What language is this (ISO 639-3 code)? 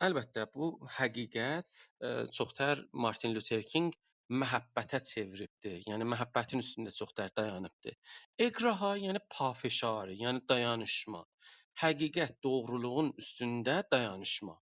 azb